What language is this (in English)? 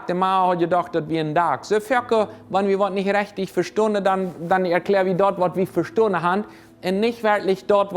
Plautdietsch